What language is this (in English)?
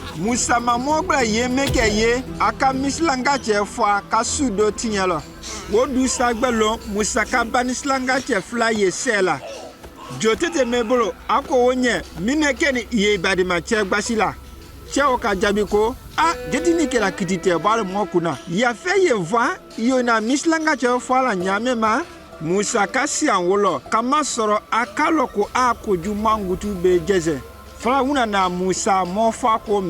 Konyanka Maninka